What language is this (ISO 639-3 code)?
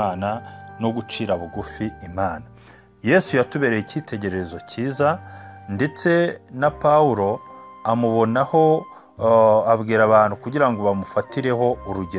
kin